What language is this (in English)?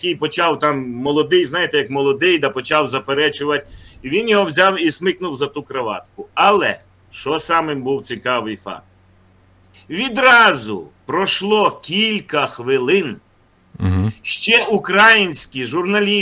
Ukrainian